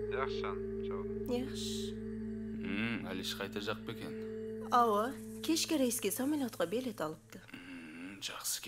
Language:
Kara-Kalpak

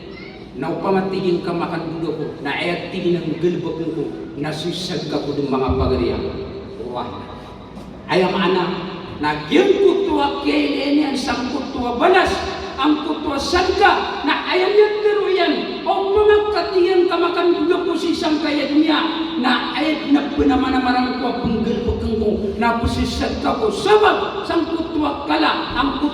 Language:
Maranao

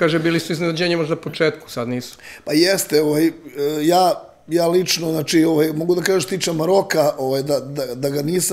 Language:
Serbian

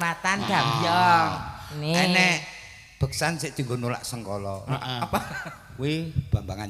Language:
Javanese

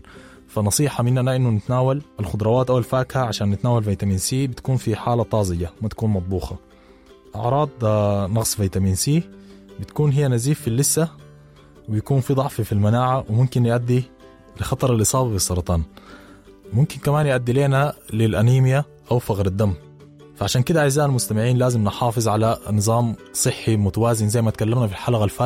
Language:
Sudanese Arabic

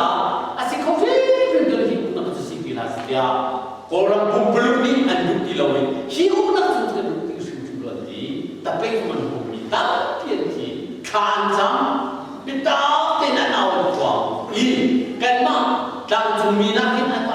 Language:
Hakha Chin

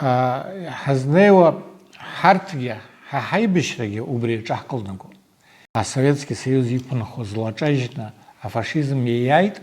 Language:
Abkhazian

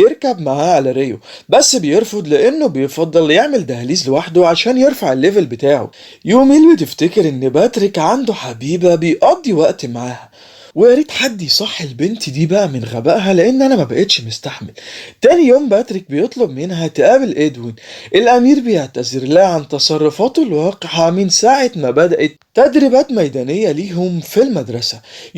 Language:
Egyptian Arabic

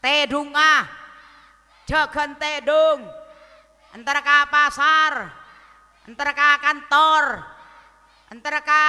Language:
Madurese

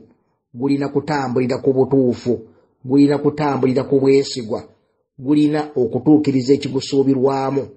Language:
Ganda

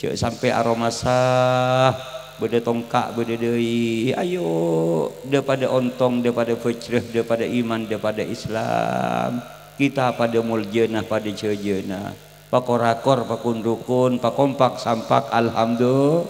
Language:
Madurese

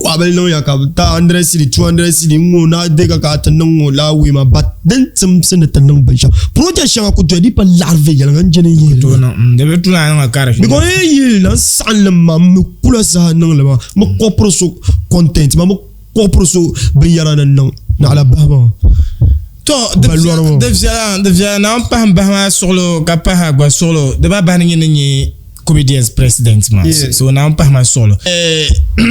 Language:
Dagbani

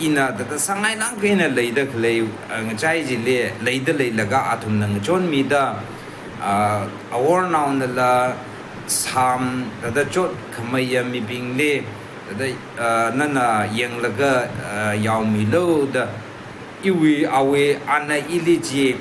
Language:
Tangkhul Naga (India)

